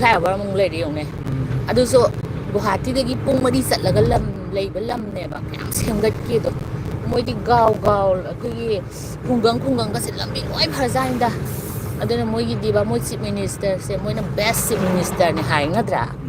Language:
Manipuri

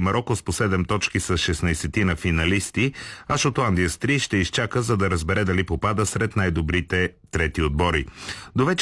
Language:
Bulgarian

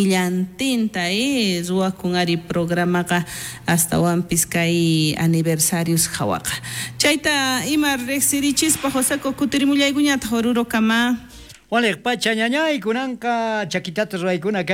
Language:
South Bolivian Quechua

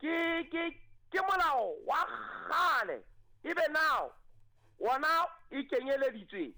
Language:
Southern Sotho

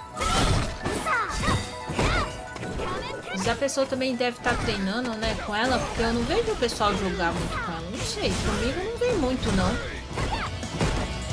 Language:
Portuguese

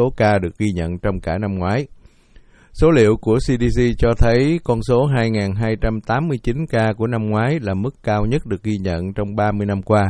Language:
Vietnamese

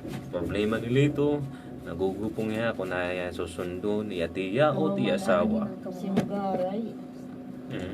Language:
Waray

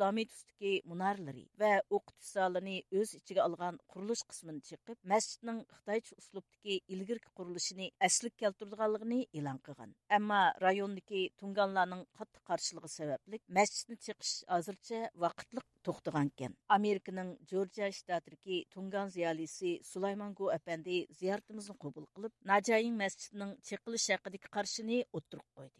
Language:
Uyghur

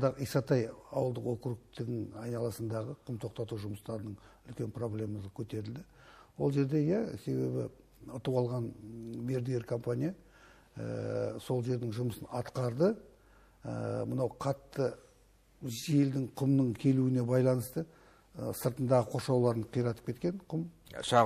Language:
Kazakh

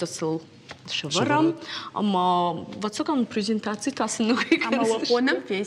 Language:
Ossetic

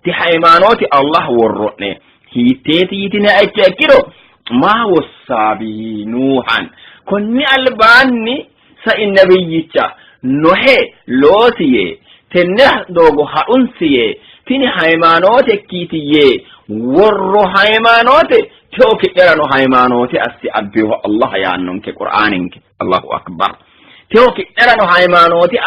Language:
Sidamo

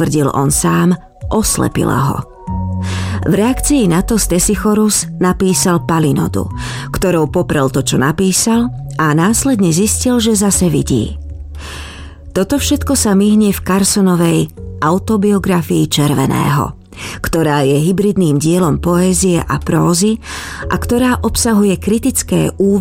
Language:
Slovak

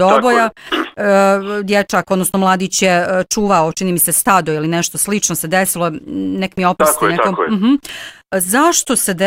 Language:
Bosnian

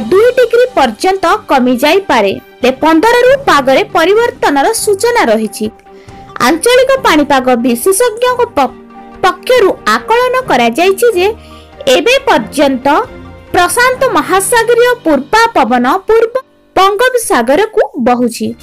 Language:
Odia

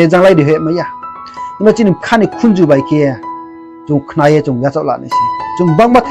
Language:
Riang (India)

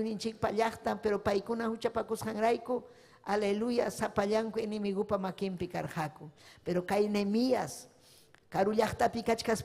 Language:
Ayacucho Quechua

